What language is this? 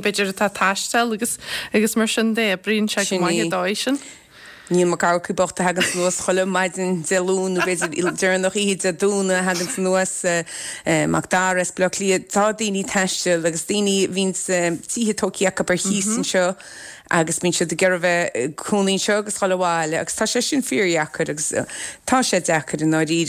Irish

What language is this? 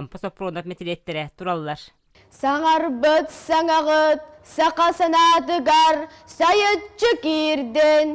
Yakut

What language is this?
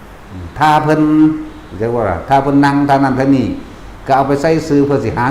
Northeastern Thai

